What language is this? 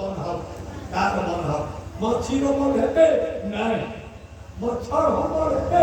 Maithili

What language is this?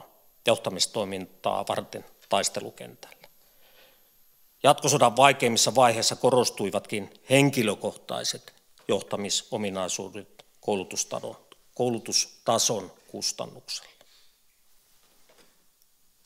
Finnish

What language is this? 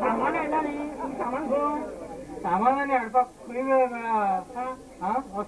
Konkani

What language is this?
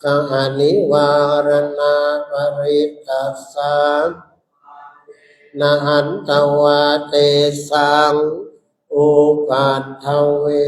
Pali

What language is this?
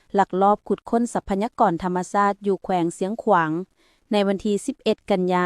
Lao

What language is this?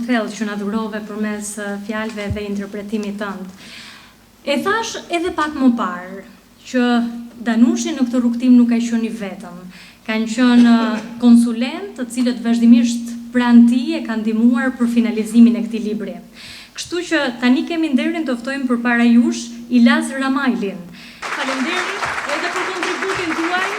Albanian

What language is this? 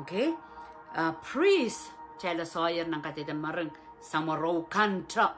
Pohnpeian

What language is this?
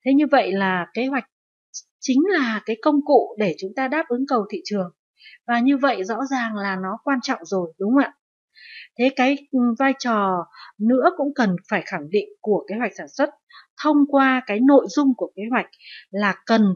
Vietnamese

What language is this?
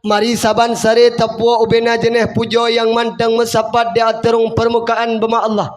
Achinese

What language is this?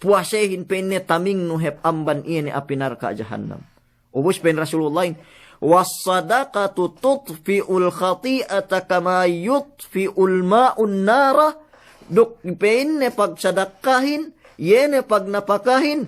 Yakan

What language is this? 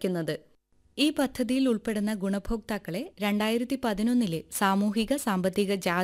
Malayalam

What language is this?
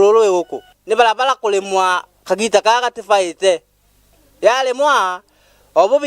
Meru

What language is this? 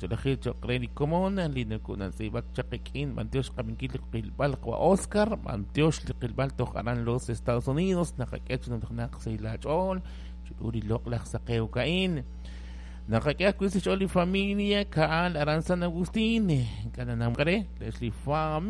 Kekchí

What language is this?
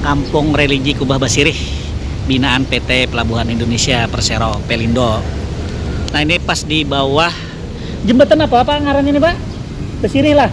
Banjar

